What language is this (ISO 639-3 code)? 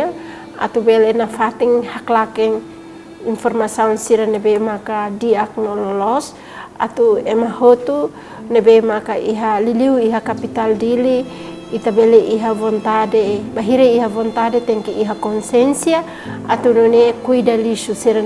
tet